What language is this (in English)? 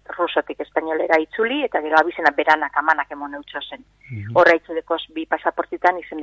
Basque